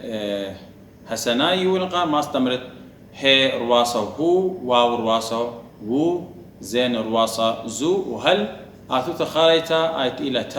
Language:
Assyrian Neo-Aramaic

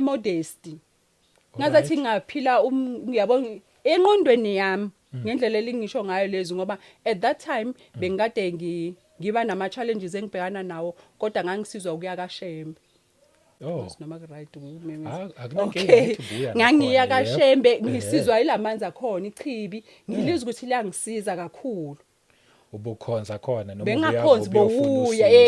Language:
Zulu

